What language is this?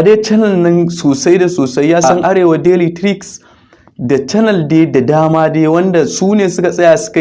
Hausa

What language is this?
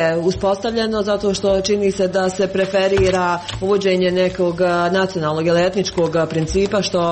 Croatian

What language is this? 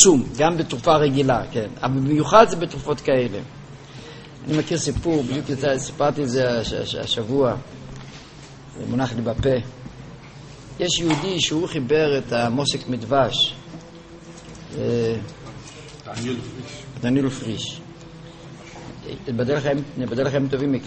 Hebrew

